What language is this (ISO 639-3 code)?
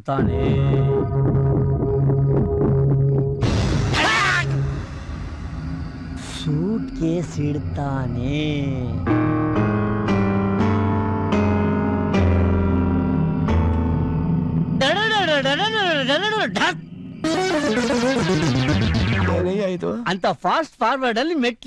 kan